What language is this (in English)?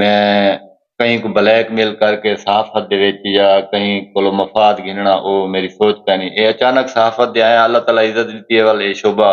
Saraiki